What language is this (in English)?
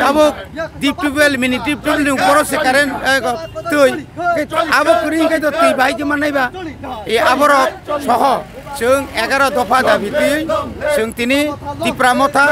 Kok Borok